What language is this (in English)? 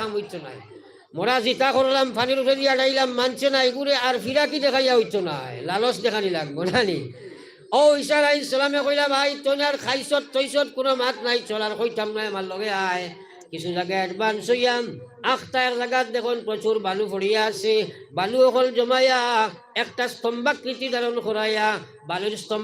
Sylheti